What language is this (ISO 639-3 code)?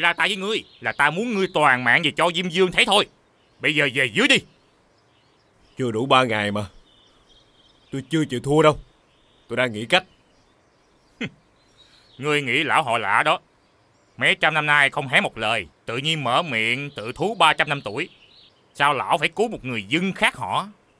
vie